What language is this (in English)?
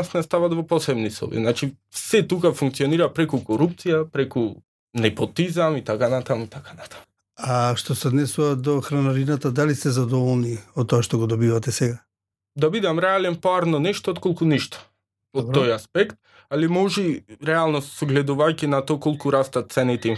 Macedonian